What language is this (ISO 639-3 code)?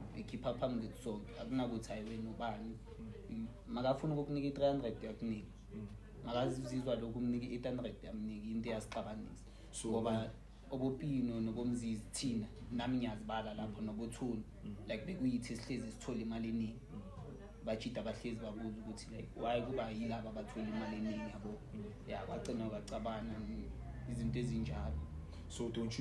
zul